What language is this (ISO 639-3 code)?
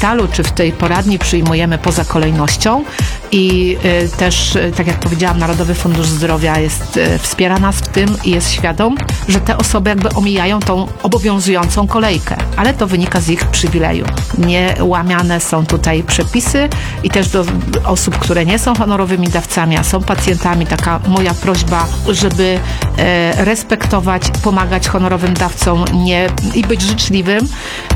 pol